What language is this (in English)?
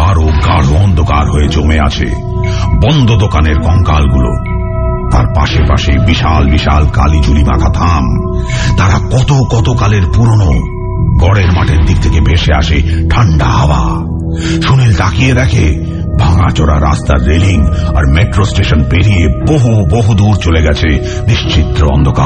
Bangla